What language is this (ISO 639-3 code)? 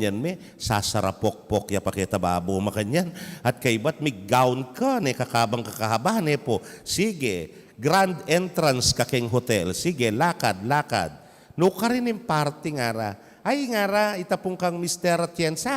pam